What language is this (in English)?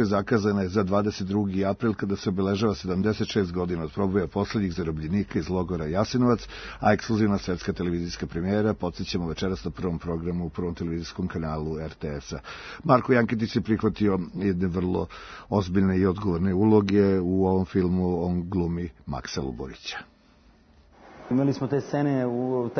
Serbian